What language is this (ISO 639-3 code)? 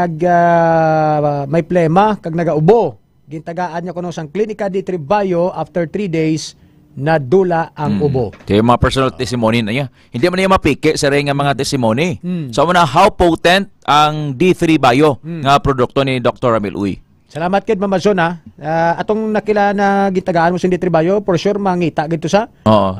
hil